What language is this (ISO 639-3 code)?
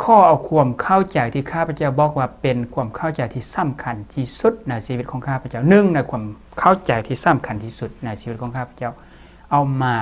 lao